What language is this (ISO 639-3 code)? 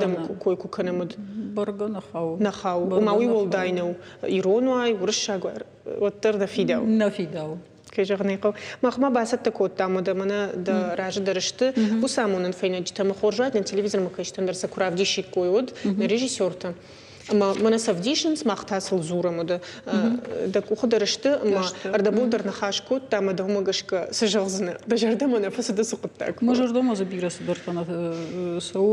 oss